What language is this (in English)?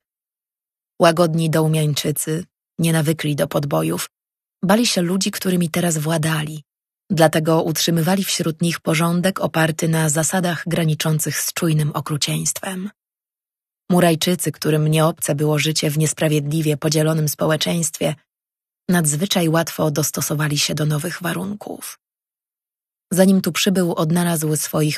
Polish